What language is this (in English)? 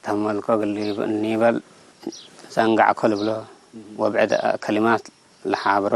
Tigre